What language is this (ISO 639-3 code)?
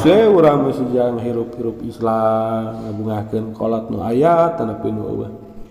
sun